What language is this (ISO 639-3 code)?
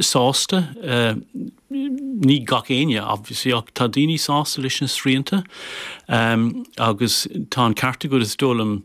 gle